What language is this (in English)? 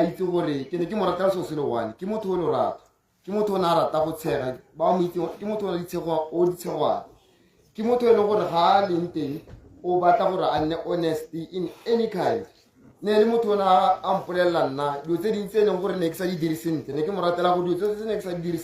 Tswana